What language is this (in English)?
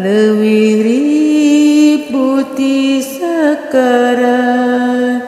Sundanese